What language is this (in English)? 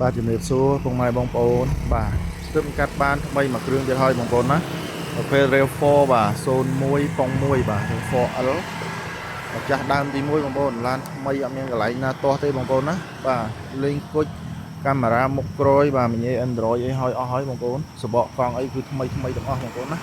Khmer